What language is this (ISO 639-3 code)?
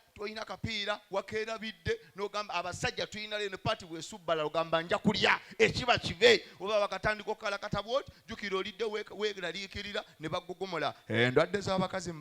lug